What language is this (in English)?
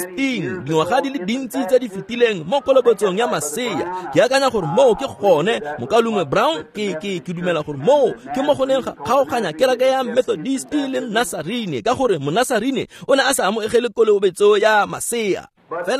Tswana